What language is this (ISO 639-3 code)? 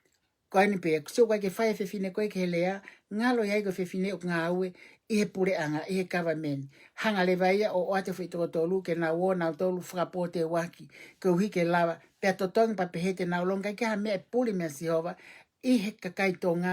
ton